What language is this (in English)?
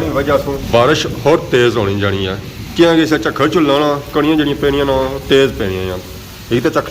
Pahari-Potwari